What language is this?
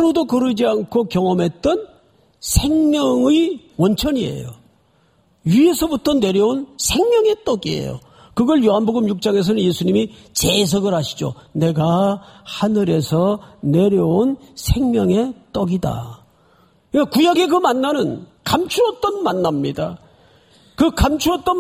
Korean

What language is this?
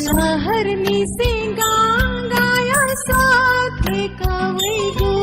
Newari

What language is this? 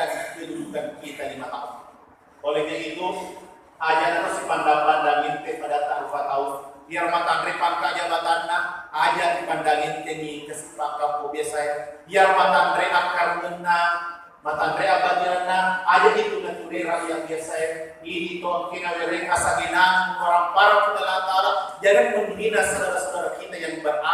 Buginese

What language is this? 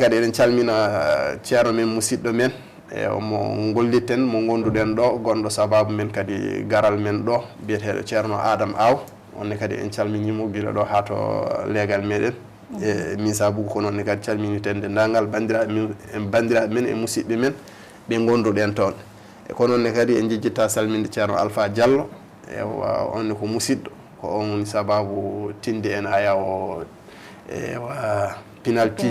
Fula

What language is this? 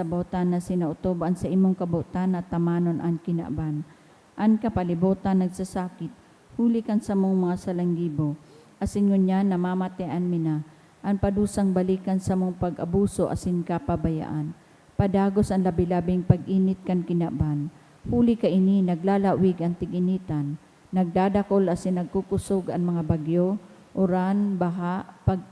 Bikol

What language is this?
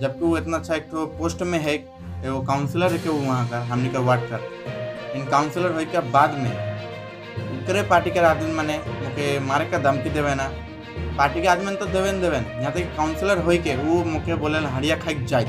Sadri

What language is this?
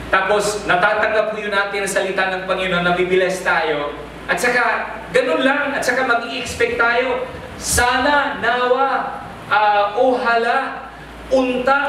Filipino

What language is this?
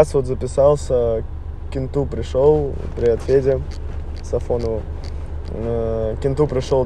Russian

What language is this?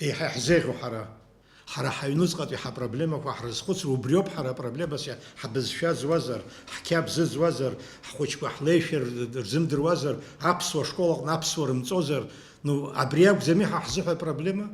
Abkhazian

